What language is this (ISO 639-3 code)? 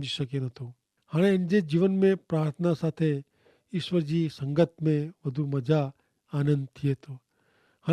kfr